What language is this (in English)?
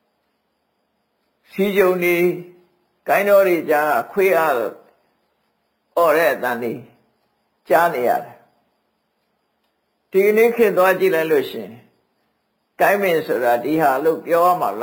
Burmese